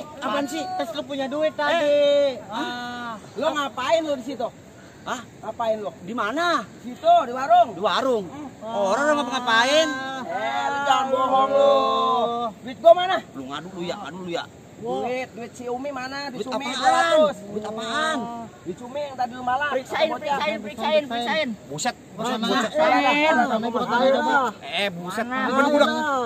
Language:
Betawi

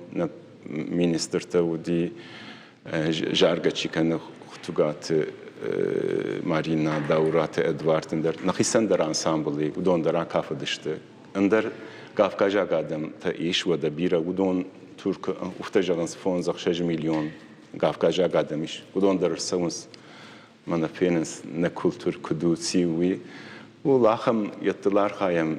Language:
Ossetic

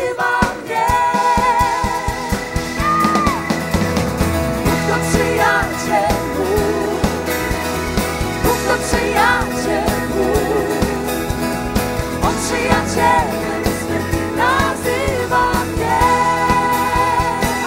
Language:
Polish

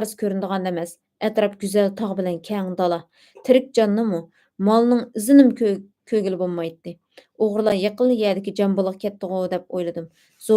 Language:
Uyghur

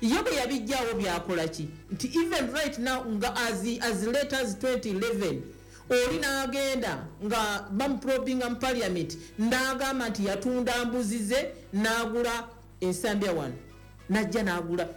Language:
Ganda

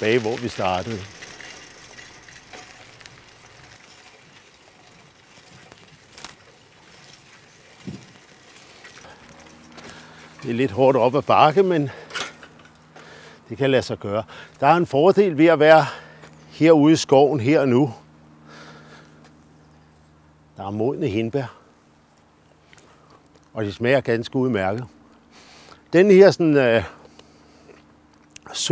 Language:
Danish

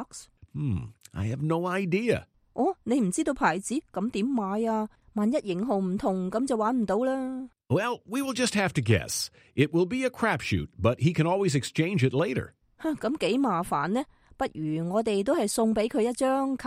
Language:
Cantonese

